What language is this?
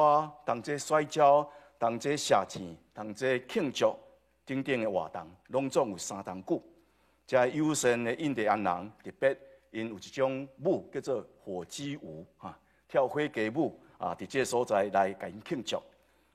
Min Nan Chinese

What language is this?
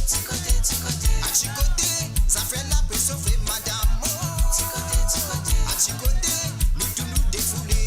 Morisyen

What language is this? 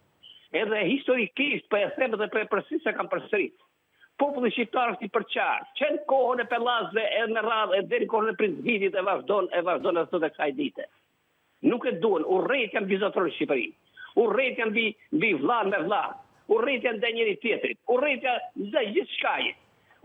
Albanian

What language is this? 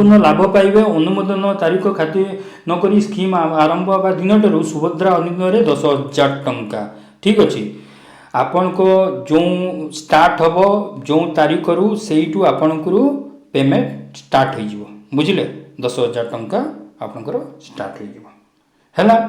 Odia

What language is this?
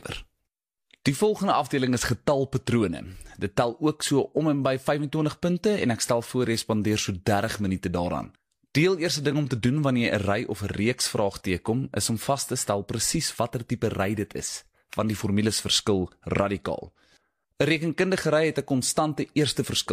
Afrikaans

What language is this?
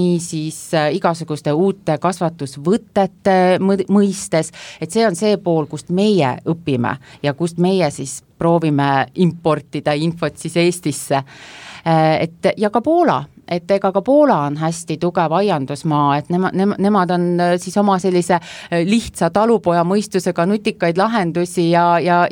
Estonian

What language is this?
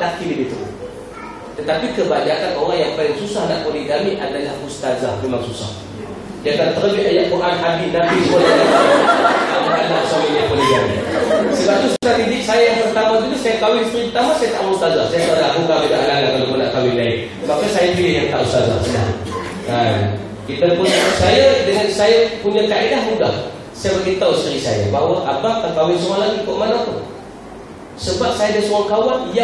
Malay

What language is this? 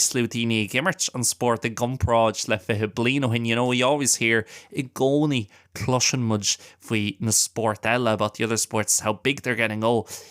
Irish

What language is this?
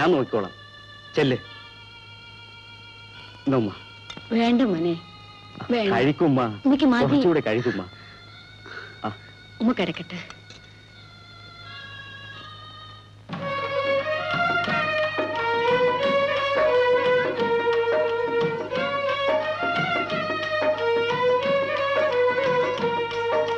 Malayalam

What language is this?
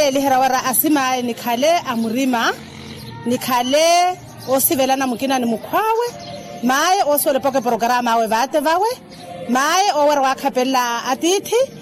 Makhuwa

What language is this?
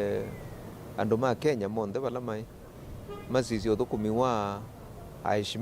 Kamba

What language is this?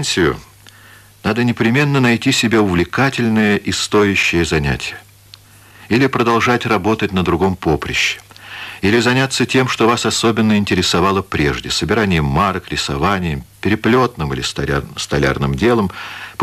Russian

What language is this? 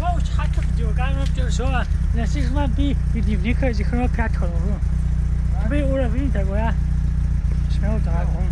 Kabardian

